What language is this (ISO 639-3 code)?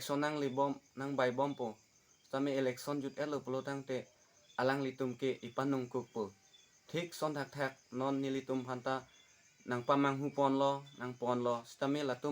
mjw